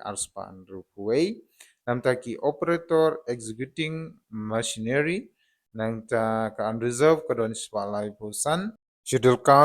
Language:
Khasi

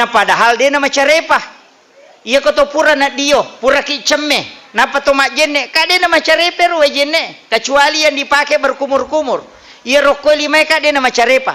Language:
Buginese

